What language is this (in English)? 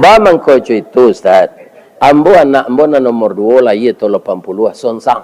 Minangkabau